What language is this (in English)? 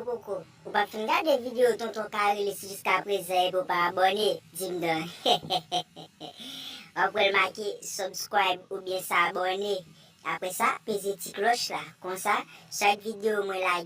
Haitian Creole